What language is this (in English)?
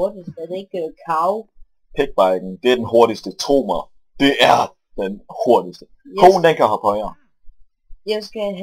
Danish